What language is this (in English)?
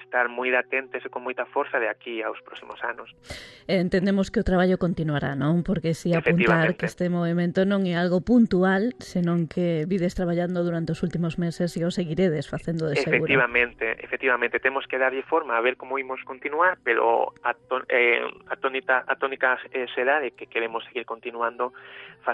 Galician